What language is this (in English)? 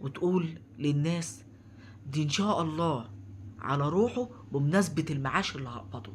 Egyptian Arabic